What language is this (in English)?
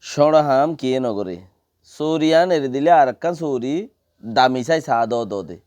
Rohingya